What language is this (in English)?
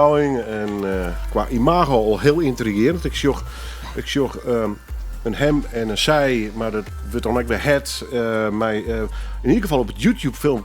Western Frisian